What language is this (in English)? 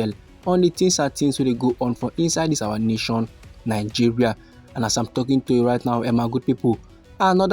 Nigerian Pidgin